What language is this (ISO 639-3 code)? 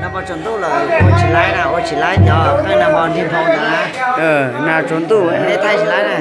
hmn